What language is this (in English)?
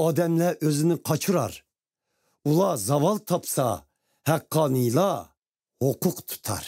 Uyghur